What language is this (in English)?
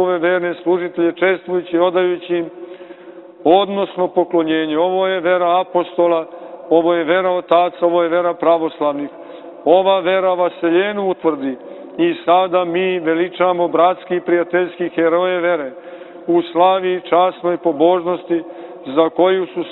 Serbian